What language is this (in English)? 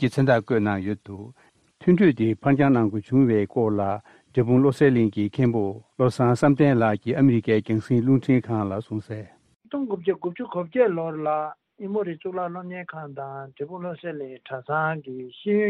Tibetan